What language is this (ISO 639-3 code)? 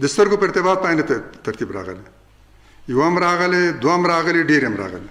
pus